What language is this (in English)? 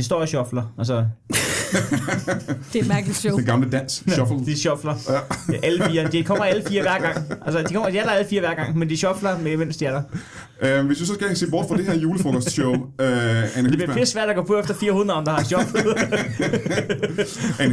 Danish